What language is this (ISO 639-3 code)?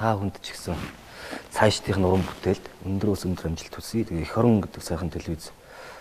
mon